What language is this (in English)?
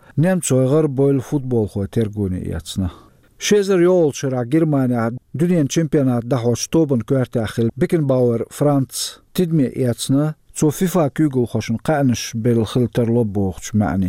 Chechen